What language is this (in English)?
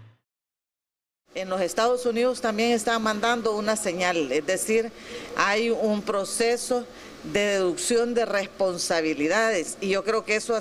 Spanish